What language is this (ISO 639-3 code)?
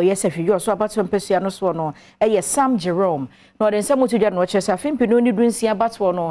aka